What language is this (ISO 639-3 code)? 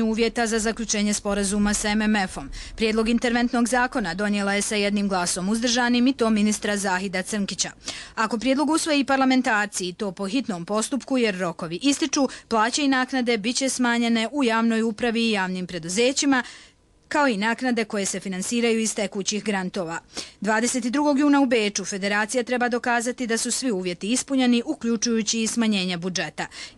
bos